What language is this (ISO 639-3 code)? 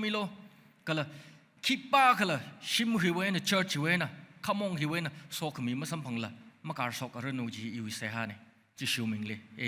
nmf